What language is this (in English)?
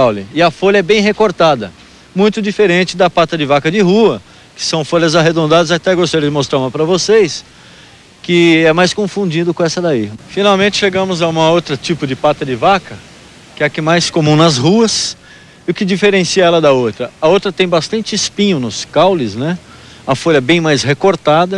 Portuguese